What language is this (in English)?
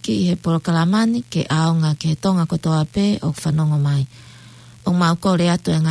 Tongan